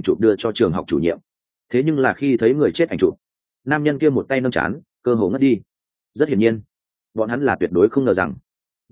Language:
Vietnamese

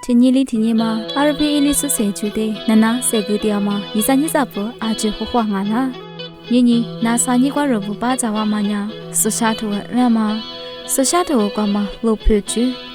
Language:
Lisu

